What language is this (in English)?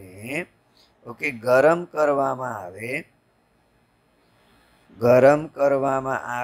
Gujarati